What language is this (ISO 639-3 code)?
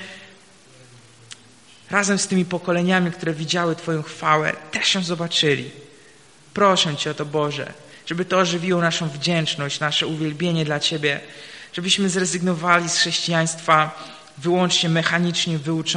pol